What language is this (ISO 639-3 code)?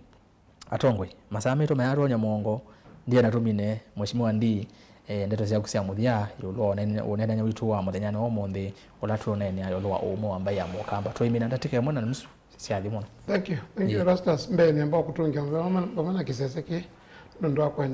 kam